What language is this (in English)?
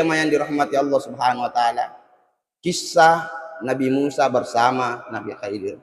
Buginese